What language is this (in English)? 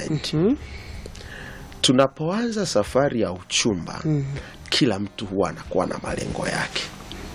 Swahili